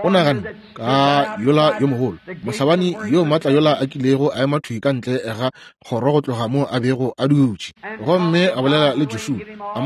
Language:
Northern Sotho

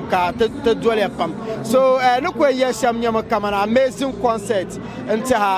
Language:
Dagbani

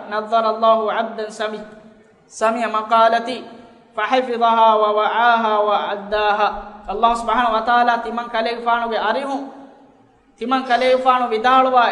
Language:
Divehi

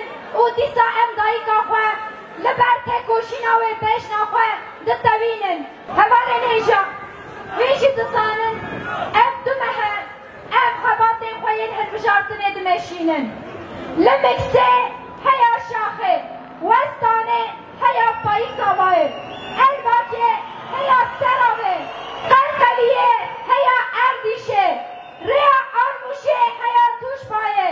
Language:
Kurdish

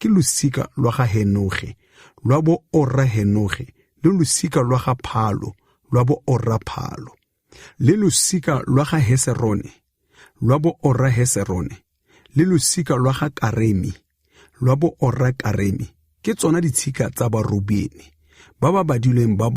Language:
Tswana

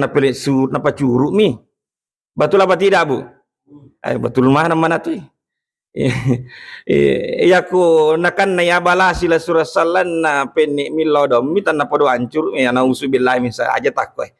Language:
Buginese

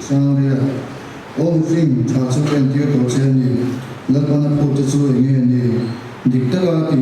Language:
Mizo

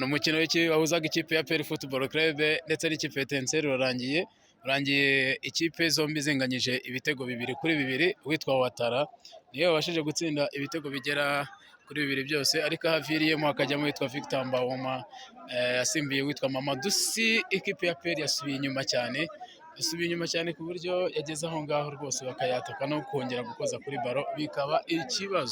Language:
Kinyarwanda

